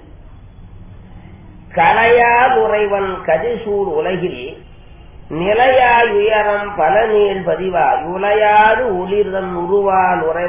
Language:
Tamil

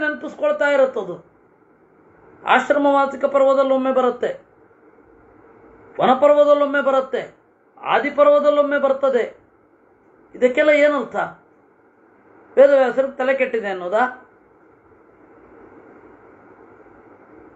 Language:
Kannada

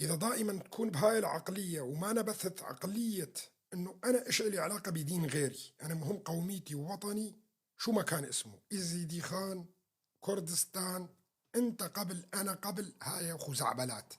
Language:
North Levantine Arabic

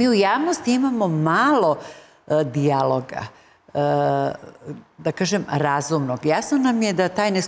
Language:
Serbian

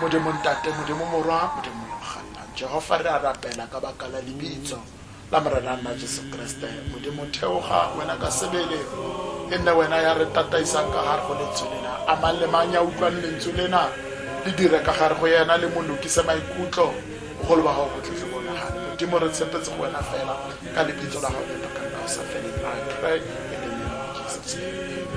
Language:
Tswana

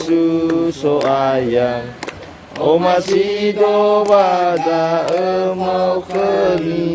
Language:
Nias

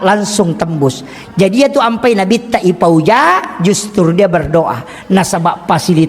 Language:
Buginese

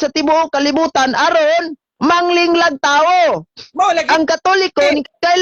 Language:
Cebuano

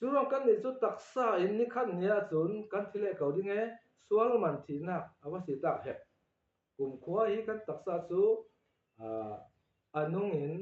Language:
Falam Chin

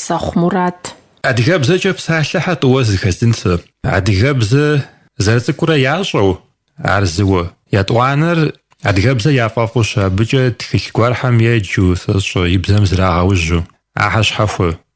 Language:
Kabardian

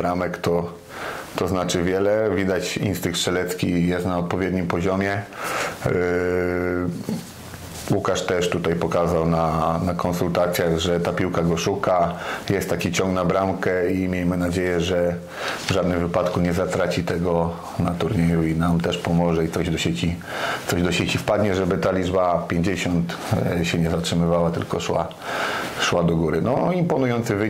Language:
Polish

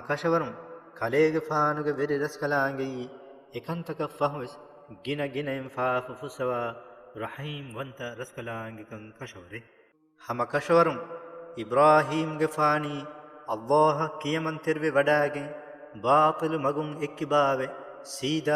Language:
Divehi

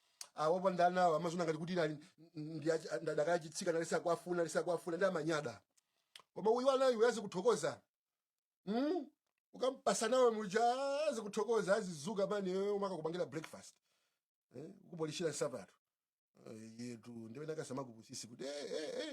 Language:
Nyanja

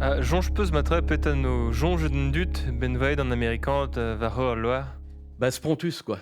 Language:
Breton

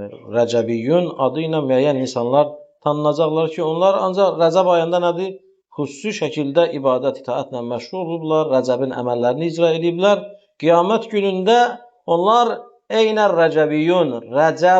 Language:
Azerbaijani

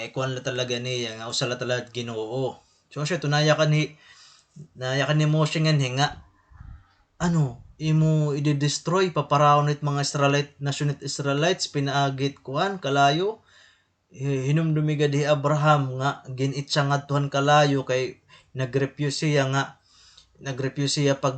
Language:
Waray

